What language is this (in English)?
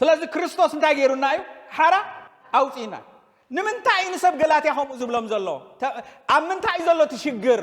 Tigrinya